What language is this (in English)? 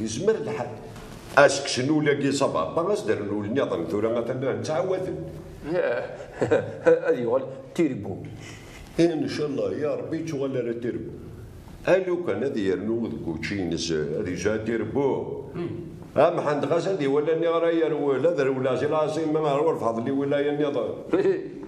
Kabyle